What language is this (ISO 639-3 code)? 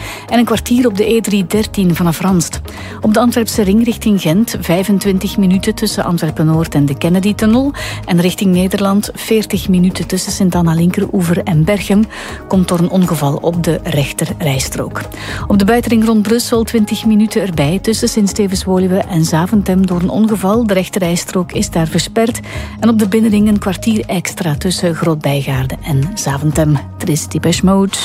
nld